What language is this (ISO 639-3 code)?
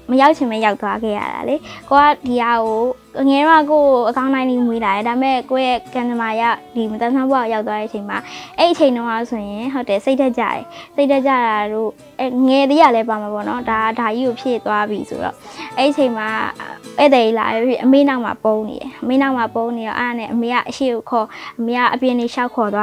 mya